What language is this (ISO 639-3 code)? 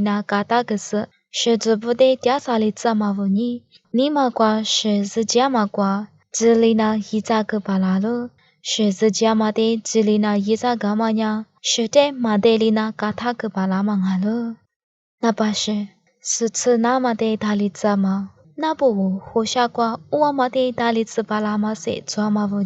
lis